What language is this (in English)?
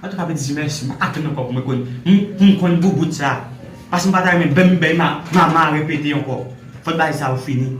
Haitian Creole